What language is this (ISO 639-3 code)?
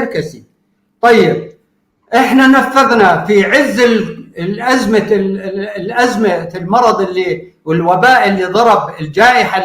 apc